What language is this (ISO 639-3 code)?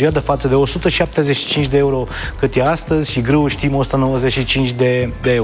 ron